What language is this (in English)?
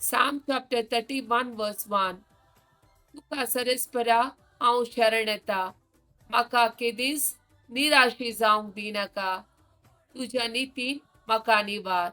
Konkani